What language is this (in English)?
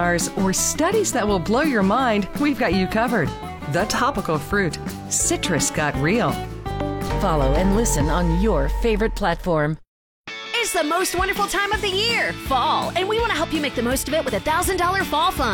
English